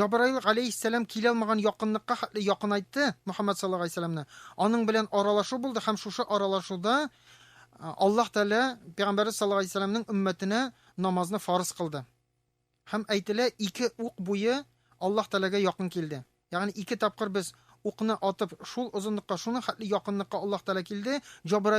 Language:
Tatar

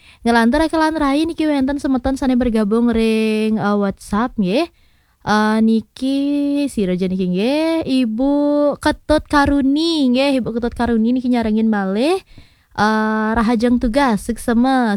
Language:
Balinese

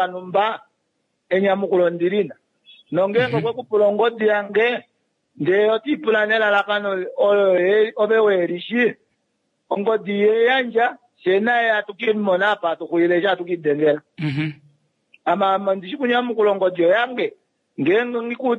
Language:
Kuanyama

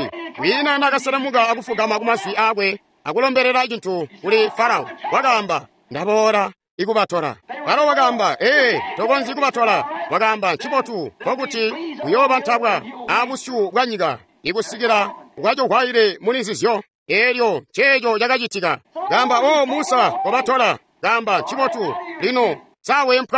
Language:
Tonga (Zambia)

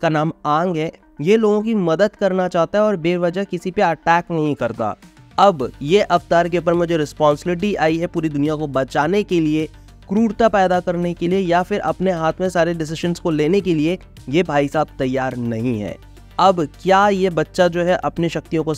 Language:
Hindi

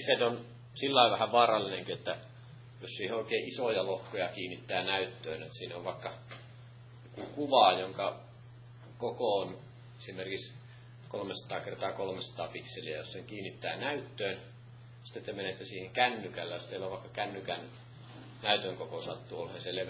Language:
Finnish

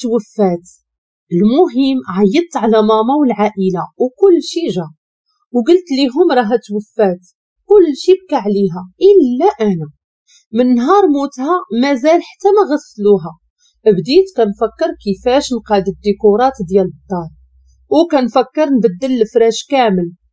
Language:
Moroccan Arabic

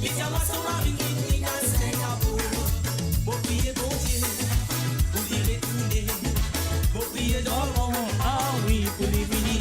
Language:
Morisyen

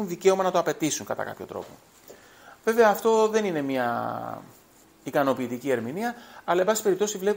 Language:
Greek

